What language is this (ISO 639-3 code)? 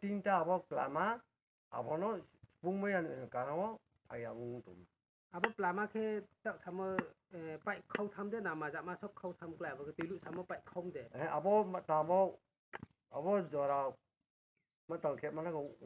ria